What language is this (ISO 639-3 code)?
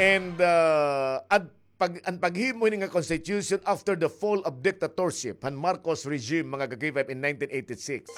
war